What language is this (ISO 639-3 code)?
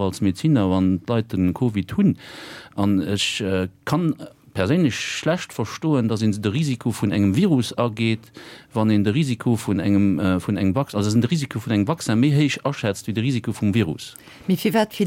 ltz